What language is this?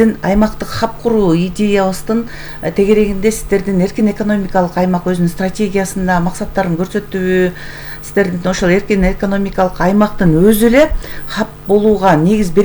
Kyrgyz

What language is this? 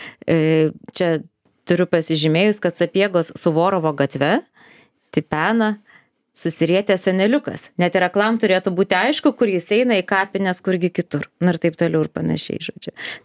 Lithuanian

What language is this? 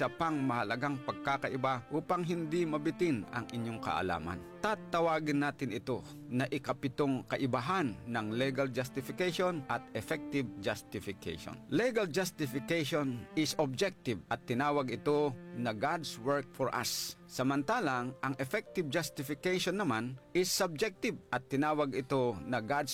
Filipino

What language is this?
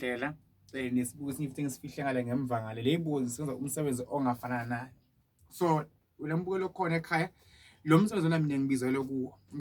Zulu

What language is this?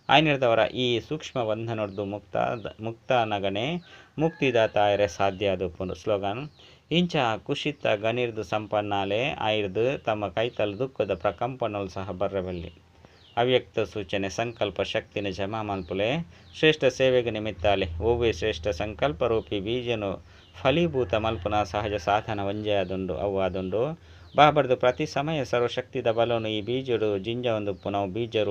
Tulu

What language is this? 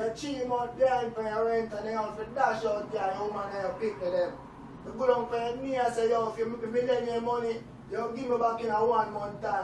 Jamaican Creole English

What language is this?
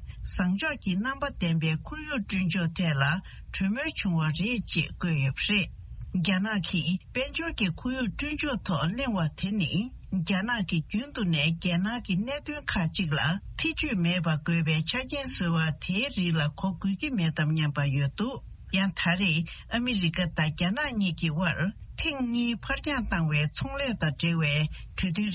Tibetan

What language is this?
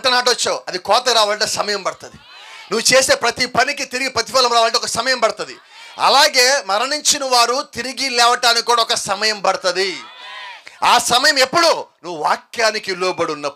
Telugu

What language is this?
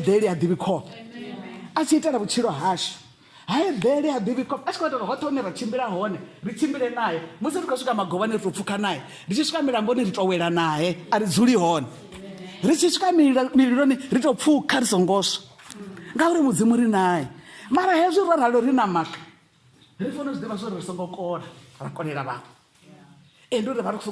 Venda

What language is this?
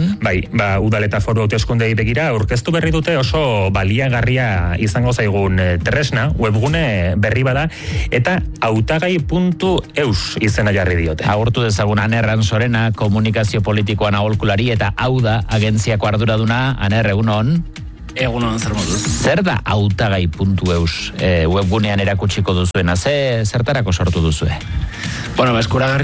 Basque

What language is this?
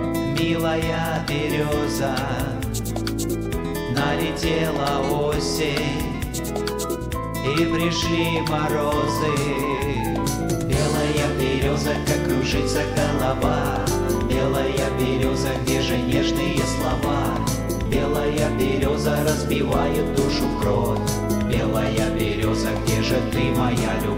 Russian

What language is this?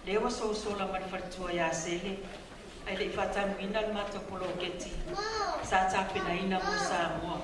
Samoan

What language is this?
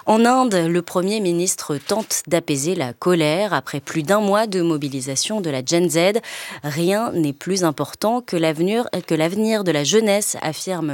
French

